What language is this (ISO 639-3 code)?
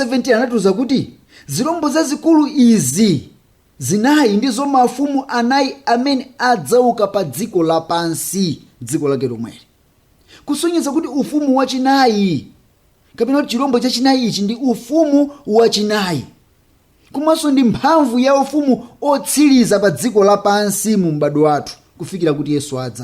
nya